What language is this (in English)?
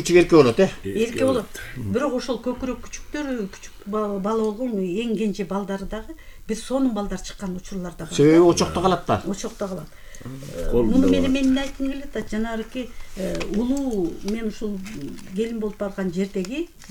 Kyrgyz